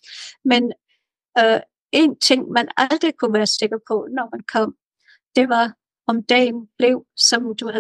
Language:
Danish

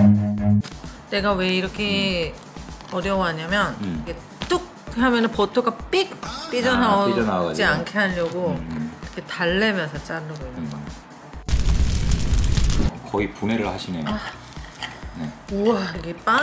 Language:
Korean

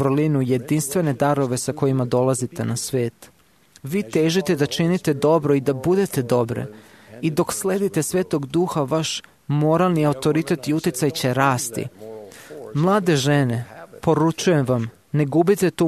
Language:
Serbian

